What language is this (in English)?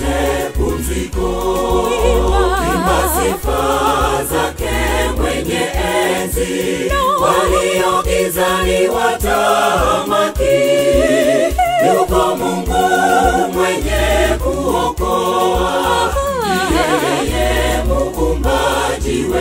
Swahili